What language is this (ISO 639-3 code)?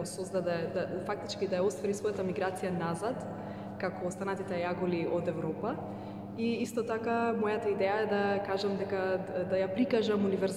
mkd